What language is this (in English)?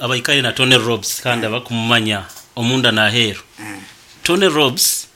Nyankole